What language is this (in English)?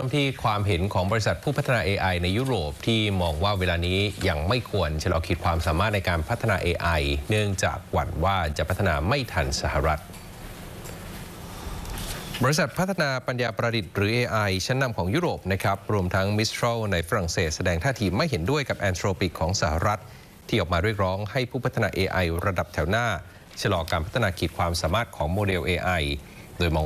Thai